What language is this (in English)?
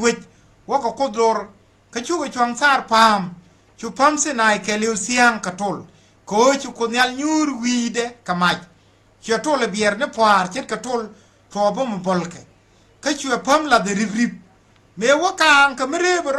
Nuer